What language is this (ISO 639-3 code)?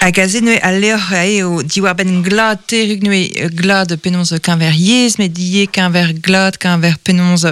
bre